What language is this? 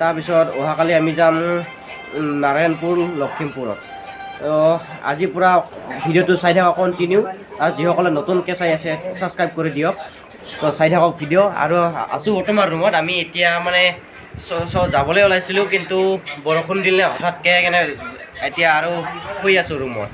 Assamese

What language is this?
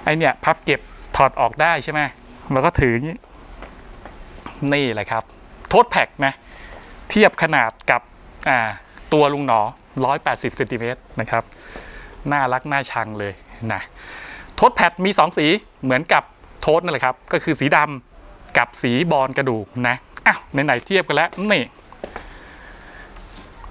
Thai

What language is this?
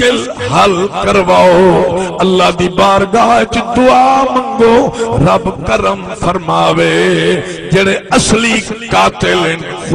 Saraiki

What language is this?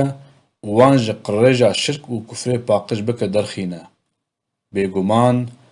Kurdish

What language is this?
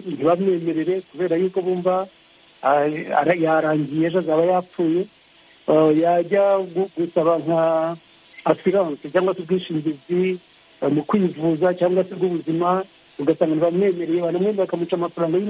Kinyarwanda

